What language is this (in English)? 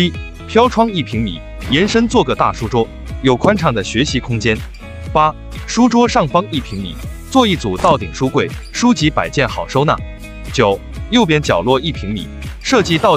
Chinese